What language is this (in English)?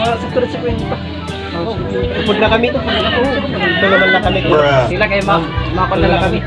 Waray